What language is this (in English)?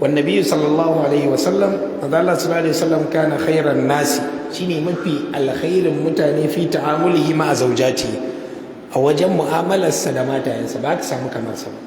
Hausa